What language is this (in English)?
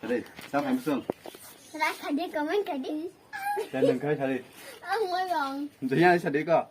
Kok Borok